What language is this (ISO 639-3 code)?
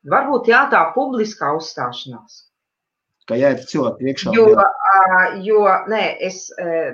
lav